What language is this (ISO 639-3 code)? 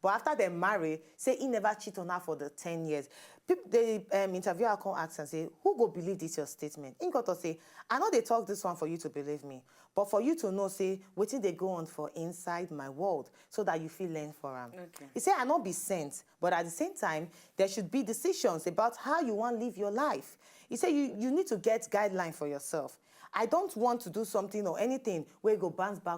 pcm